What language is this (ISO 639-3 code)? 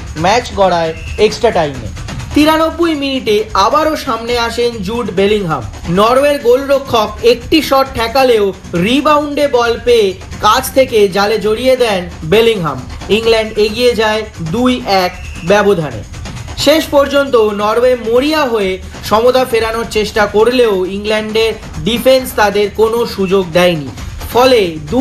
ben